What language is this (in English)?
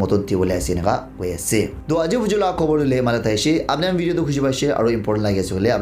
Naga Pidgin